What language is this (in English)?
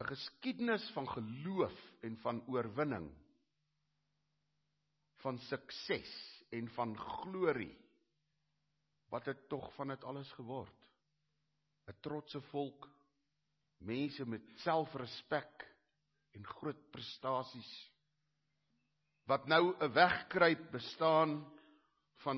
Afrikaans